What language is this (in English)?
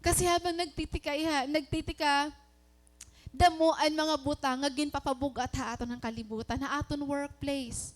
Waray